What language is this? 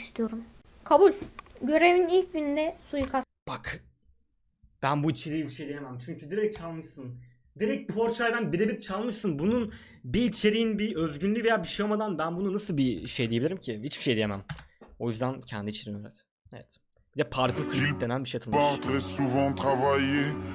Turkish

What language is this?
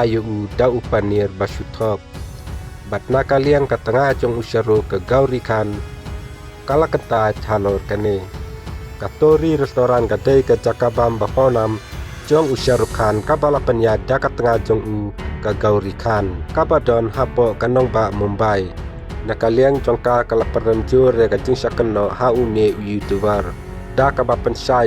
Khasi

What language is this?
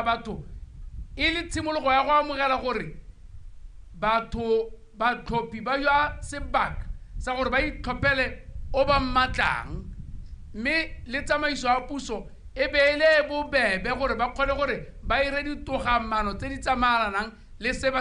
Tswana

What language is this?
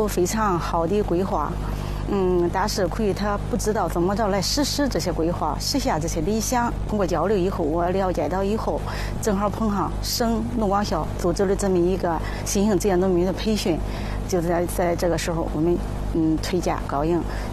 Chinese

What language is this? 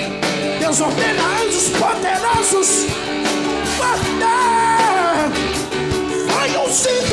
Portuguese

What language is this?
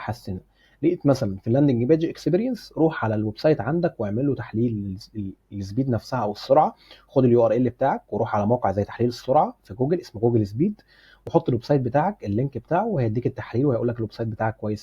Egyptian Arabic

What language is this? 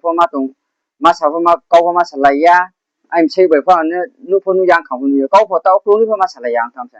Riang (India)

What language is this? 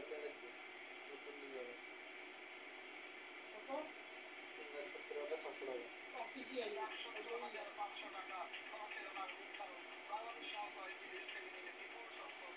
Bangla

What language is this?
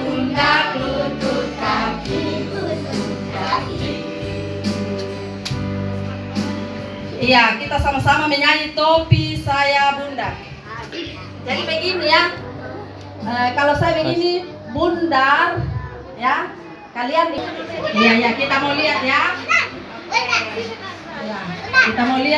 Indonesian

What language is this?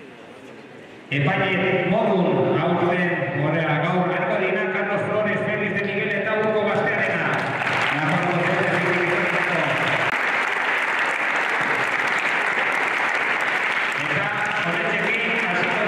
Basque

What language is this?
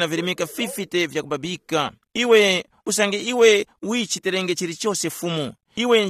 Tumbuka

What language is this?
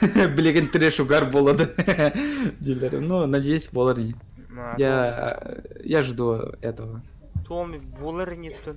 Yakut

